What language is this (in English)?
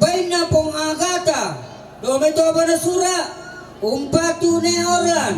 Toraja-Sa'dan